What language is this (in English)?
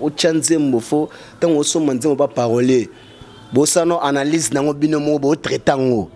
Lingala